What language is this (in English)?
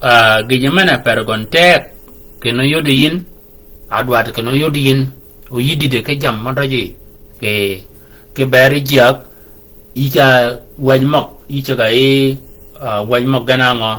Shilluk